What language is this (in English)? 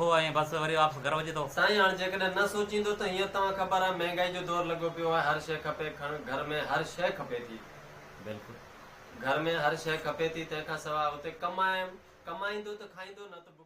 Sindhi